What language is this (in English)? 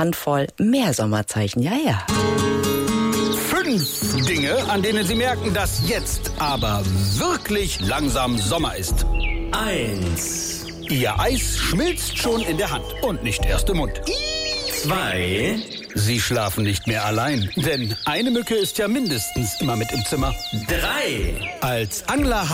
German